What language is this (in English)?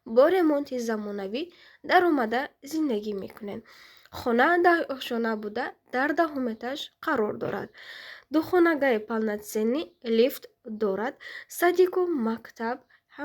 Tajik